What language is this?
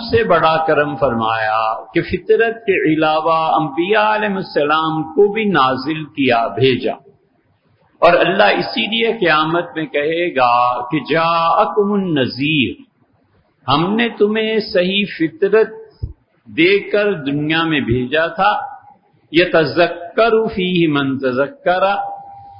Urdu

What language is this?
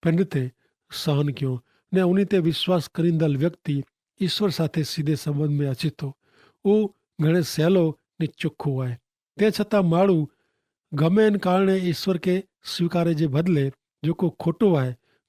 Kachhi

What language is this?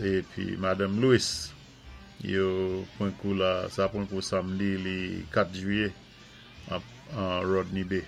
Saint Lucian Creole French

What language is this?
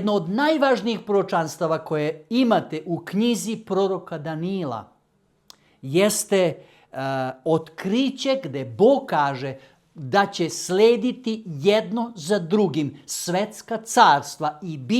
Macedonian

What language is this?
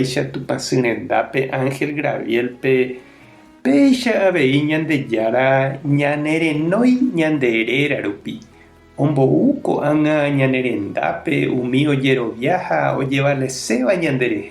Guarani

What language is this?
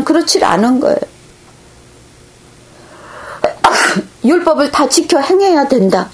Korean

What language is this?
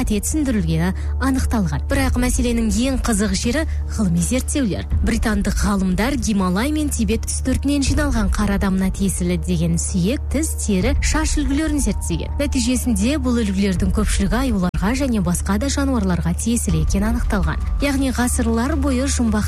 Kazakh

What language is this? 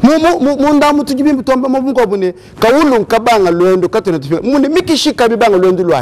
Luba-Lulua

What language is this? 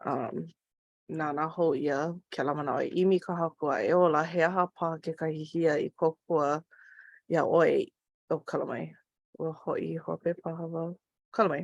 Hawaiian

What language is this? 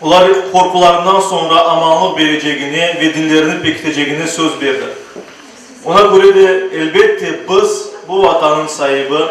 Crimean Tatar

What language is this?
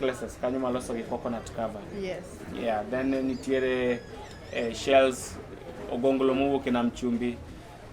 Luo (Kenya and Tanzania)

